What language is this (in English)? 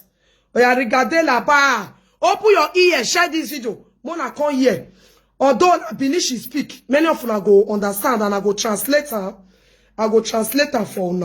Nigerian Pidgin